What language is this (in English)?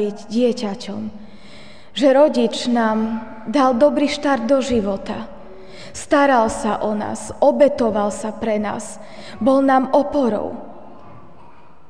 Slovak